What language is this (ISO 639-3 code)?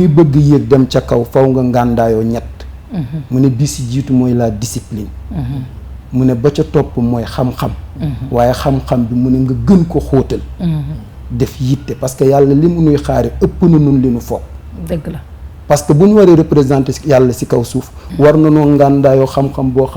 wol